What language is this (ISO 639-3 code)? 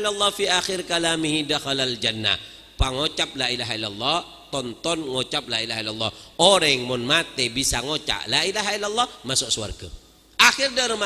mad